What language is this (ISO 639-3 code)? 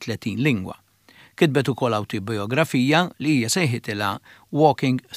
mlt